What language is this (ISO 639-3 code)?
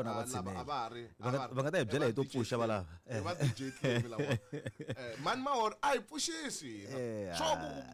tso